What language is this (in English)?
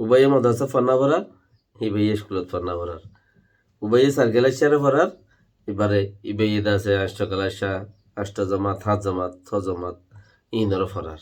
Rohingya